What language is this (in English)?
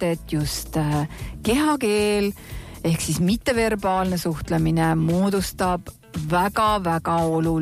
Estonian